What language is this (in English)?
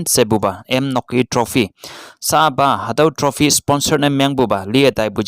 Konyak Naga